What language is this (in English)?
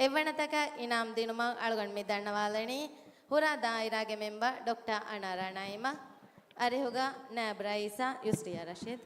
Divehi